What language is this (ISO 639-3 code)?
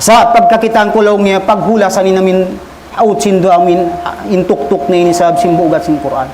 tsg